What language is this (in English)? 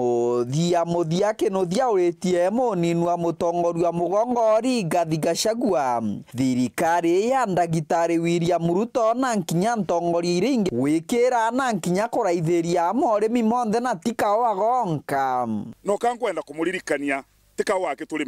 Meru